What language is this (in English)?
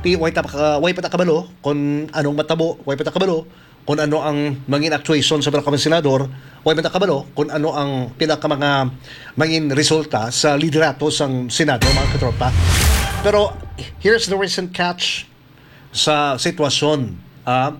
Hiligaynon